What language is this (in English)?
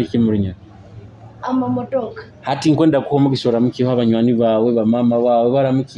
Nyoro